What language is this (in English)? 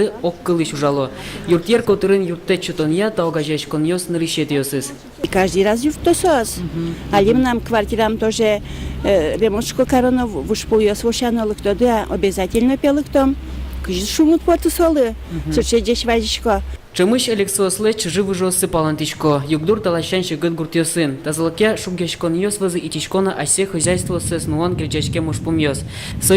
Udmurt